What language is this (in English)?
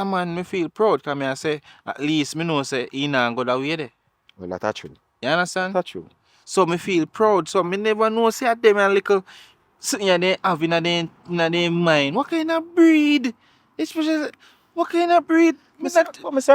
Jamaican Creole English